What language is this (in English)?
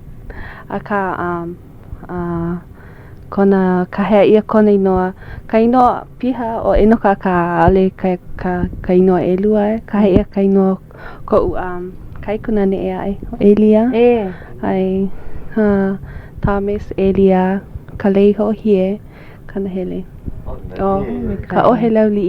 Hawaiian